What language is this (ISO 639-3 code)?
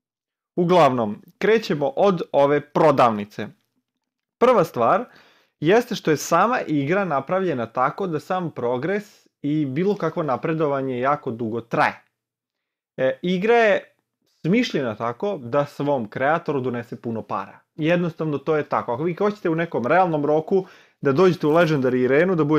srp